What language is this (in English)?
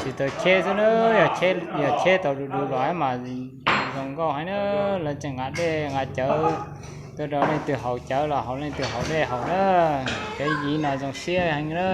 Hmong